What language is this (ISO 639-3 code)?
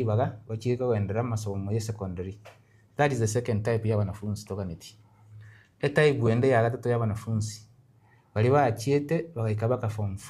guz